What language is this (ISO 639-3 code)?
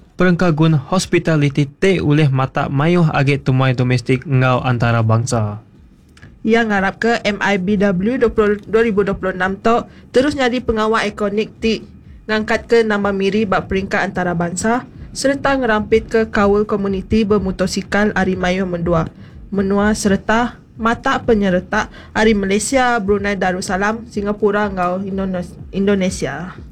iba